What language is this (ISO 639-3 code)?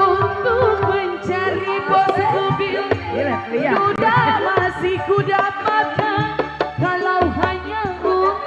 bew